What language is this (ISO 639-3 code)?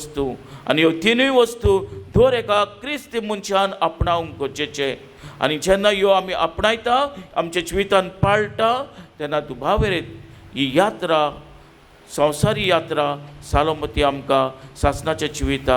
kok